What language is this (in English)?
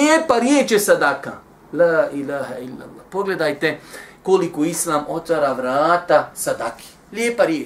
Bosnian